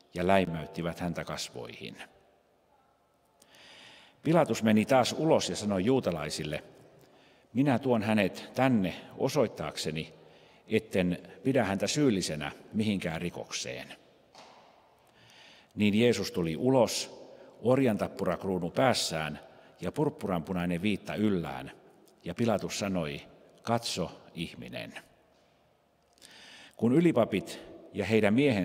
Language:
Finnish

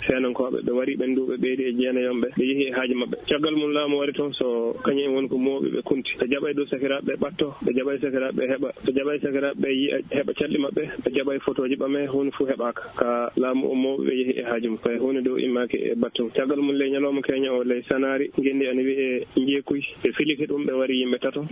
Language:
Maasina Fulfulde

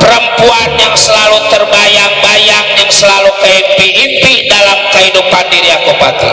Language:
Betawi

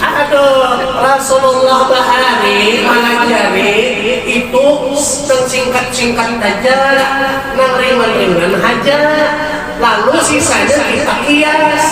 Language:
Banjar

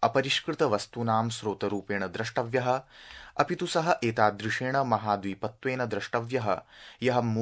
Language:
Sanskrit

